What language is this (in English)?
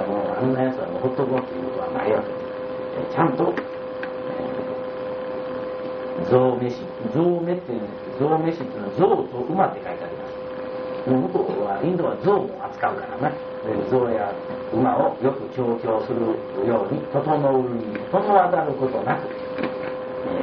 Japanese